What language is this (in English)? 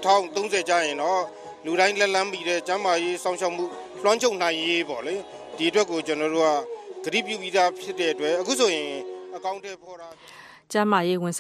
Burmese